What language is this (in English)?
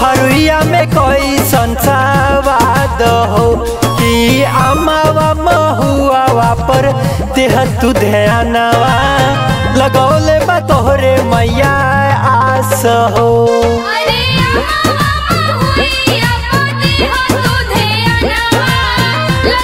Bhojpuri